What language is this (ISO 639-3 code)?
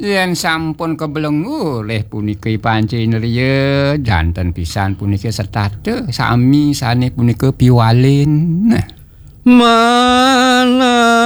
ban